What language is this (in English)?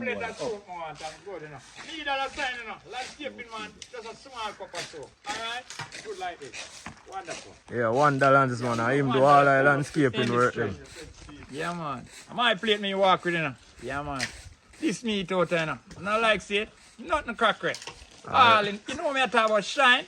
Jamaican Creole English